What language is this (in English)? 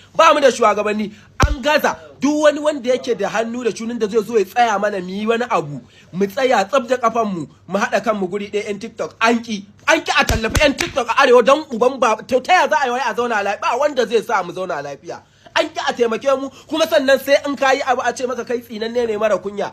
Hausa